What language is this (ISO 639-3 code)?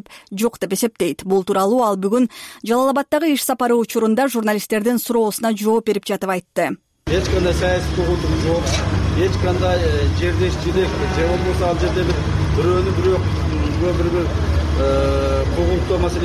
kir